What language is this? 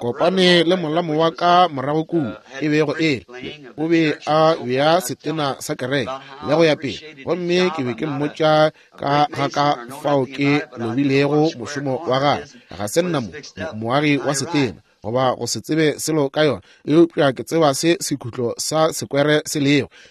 Northern Sotho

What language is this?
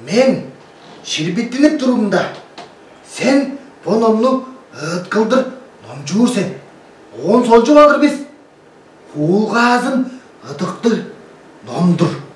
Tuvinian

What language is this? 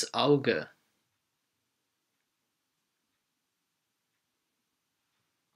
Polish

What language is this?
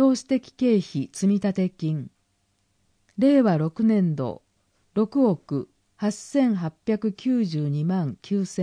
Japanese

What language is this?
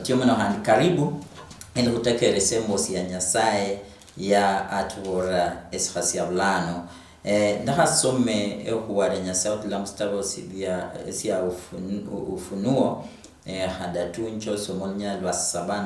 Luyia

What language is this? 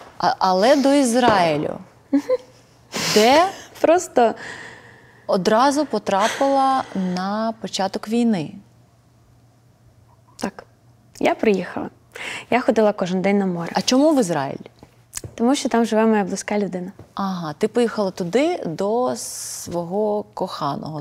Ukrainian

